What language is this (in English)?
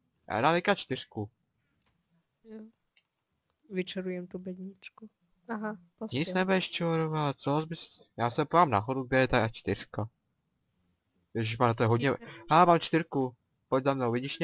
Czech